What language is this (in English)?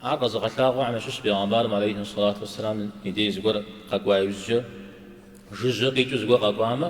Kabardian